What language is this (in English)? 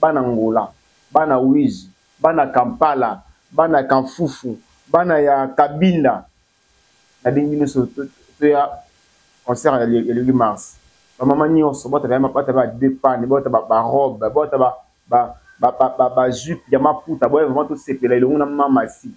Lingala